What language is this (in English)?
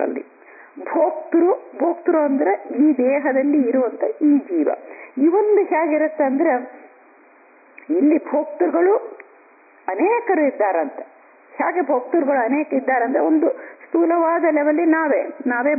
Kannada